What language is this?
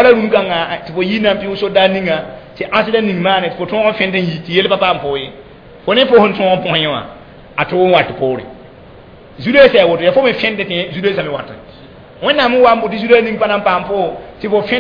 Mossi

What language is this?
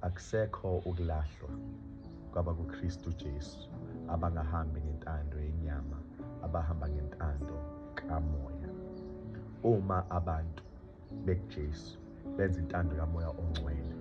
Zulu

